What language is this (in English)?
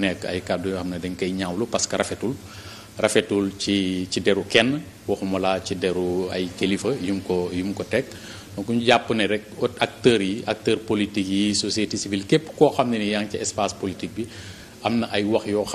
Wolof